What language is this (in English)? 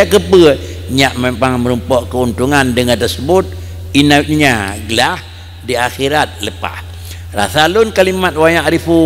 Achinese